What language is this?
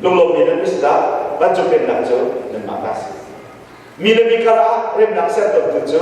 Hakha Chin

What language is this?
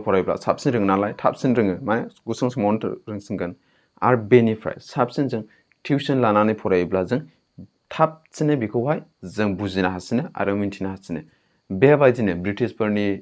Bodo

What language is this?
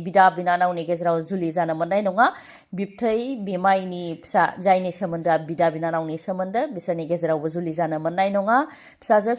Bodo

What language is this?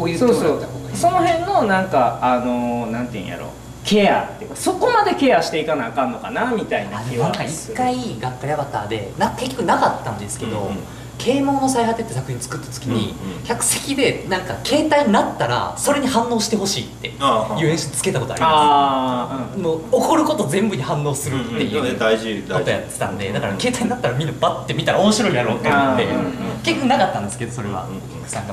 Japanese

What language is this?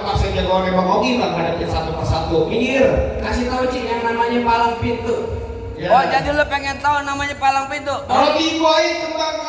Betawi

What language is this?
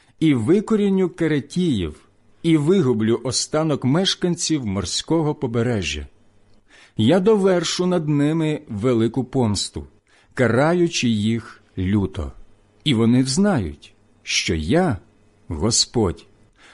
Ukrainian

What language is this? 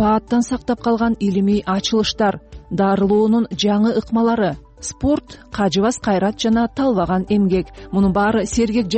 Kyrgyz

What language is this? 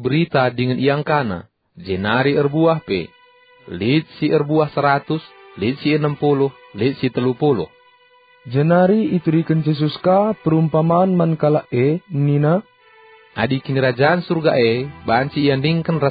Batak Karo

